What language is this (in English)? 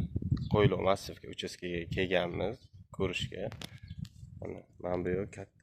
Uzbek